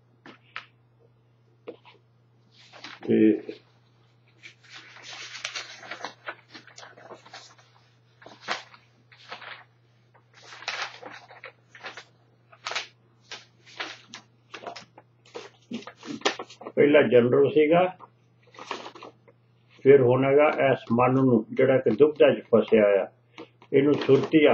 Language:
Punjabi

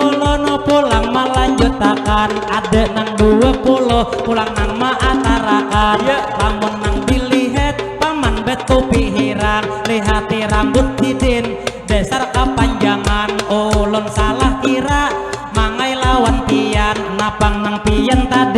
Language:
Banjar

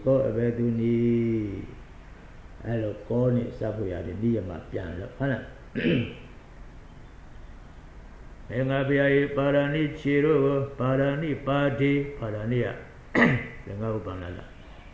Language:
Burmese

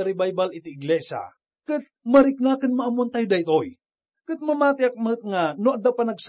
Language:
Iloko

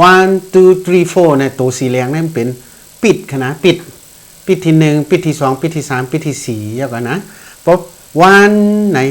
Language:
Shan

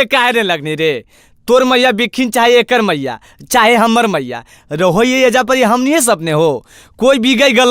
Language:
Magahi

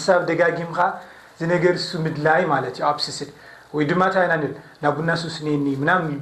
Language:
Tigrinya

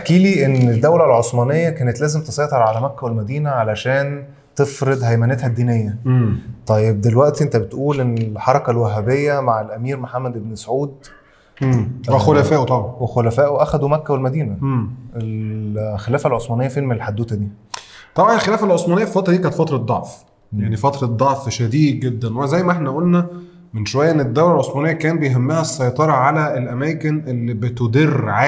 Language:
Egyptian Arabic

